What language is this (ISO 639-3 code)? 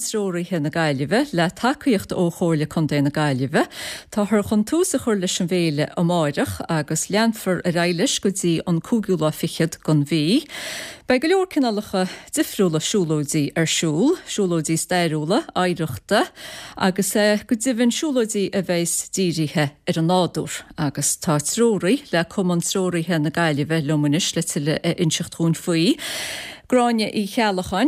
gle